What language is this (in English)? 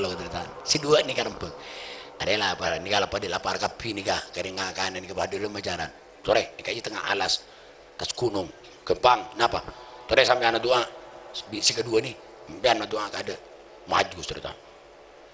Madurese